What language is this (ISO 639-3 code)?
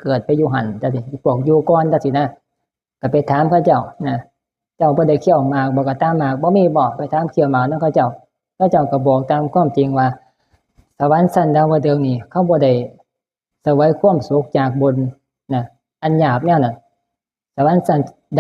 tts